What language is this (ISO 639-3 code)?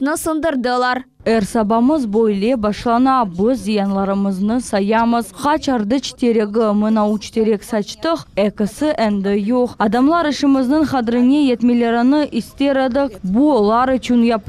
crh